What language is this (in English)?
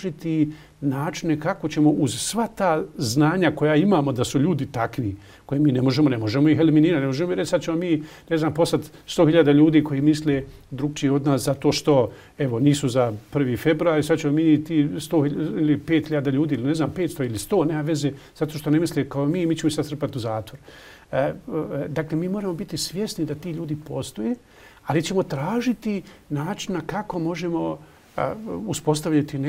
Bosnian